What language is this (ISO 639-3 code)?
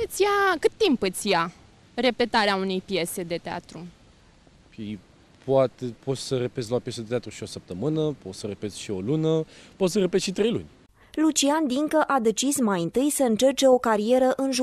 ron